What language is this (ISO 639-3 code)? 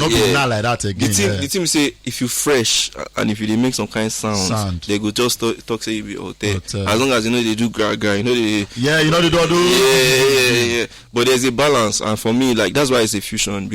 pcm